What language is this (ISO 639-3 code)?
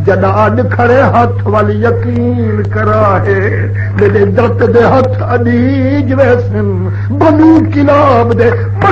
skr